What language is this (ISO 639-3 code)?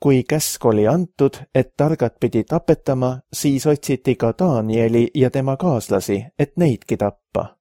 est